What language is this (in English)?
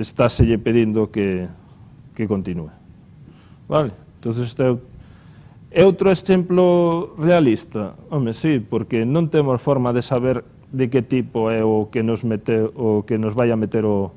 Galician